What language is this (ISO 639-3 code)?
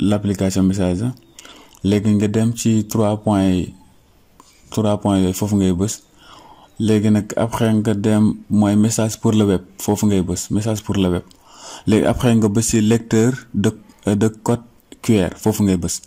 wol